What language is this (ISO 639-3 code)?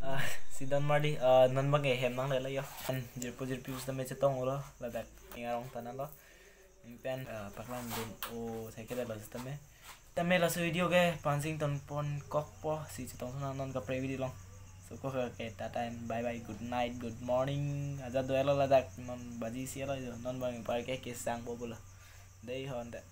mjw